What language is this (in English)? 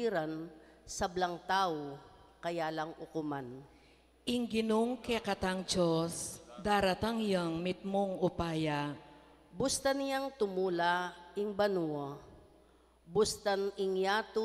Pampanga